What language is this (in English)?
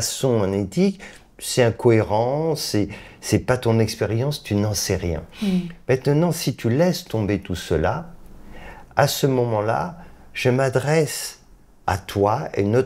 French